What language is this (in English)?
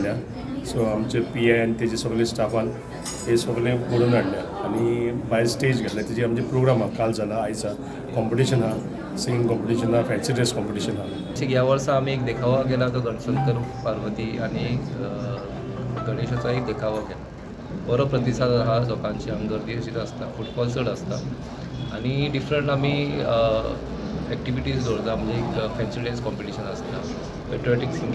Konkani